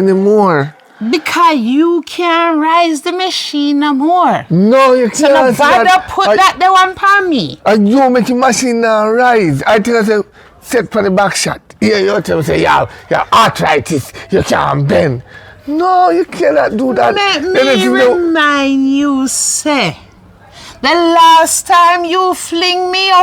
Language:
Jamaican Creole English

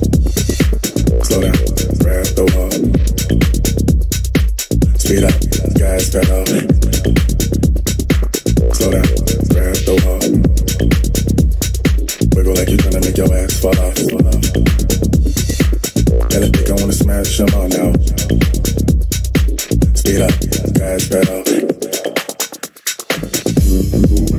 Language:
English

